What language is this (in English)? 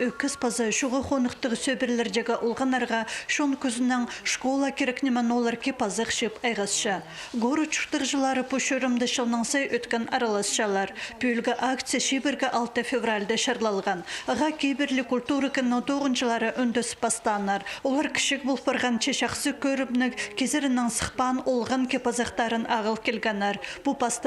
Khakas